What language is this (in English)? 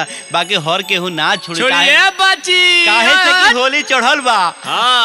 Bhojpuri